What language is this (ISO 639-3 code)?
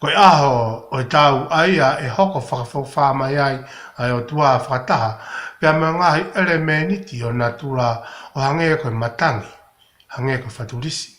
ton